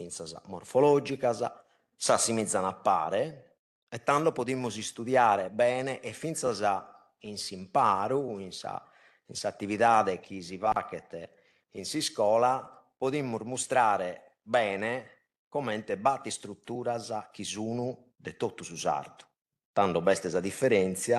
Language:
Sardinian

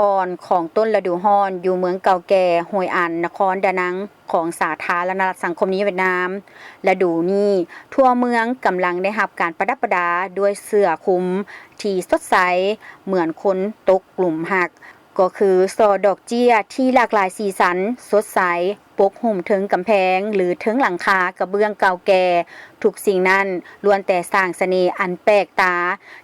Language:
Lao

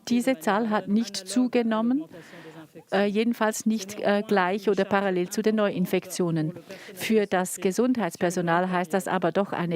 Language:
Swiss German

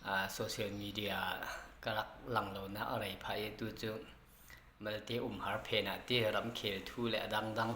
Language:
Falam Chin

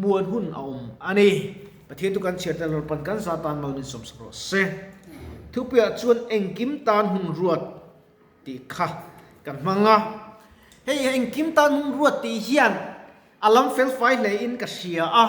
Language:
Mizo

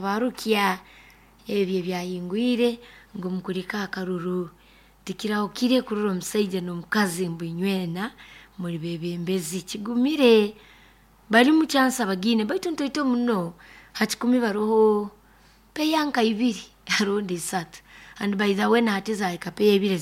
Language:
Nyoro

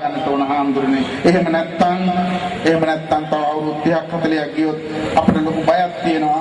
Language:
Sinhala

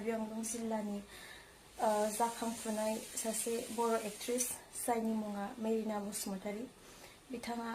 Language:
Bodo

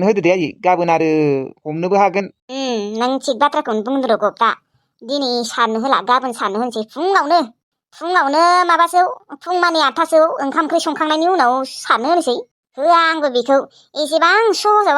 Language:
Bodo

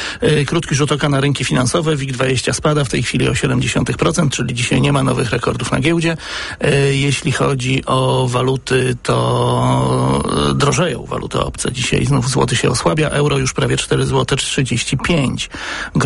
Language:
Polish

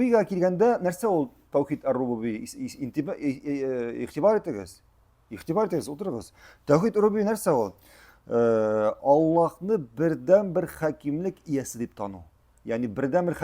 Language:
Tatar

